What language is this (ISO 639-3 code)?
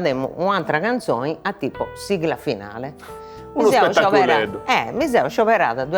srd